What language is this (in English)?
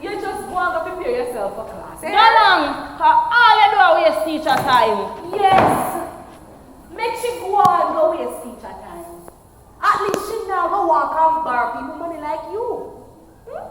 Jamaican Creole English